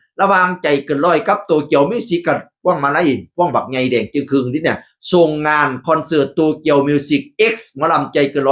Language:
Northeastern Thai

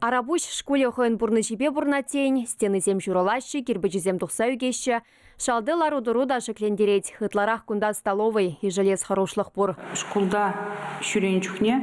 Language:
Chuvash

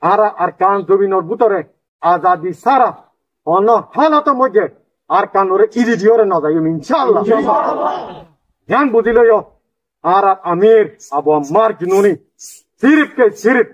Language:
Rohingya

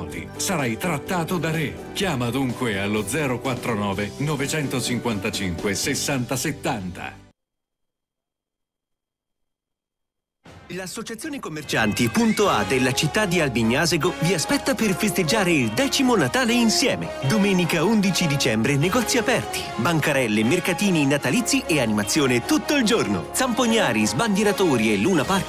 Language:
Italian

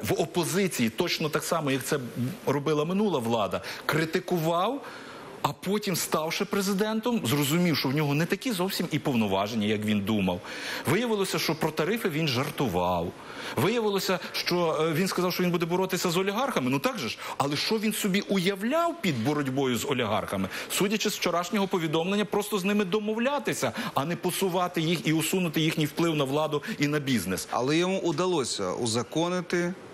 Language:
Ukrainian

